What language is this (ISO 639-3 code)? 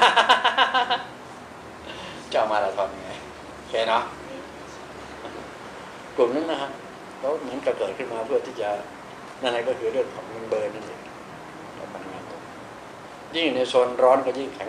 tha